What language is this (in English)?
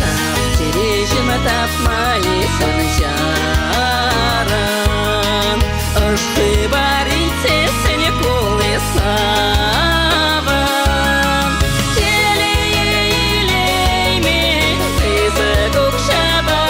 Chuvash